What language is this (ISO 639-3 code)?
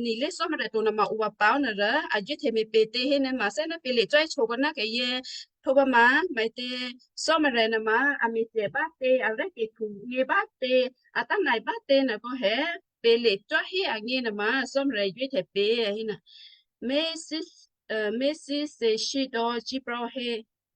kyu